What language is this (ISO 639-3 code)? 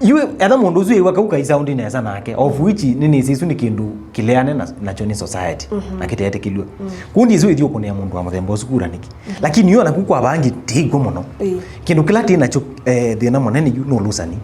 kam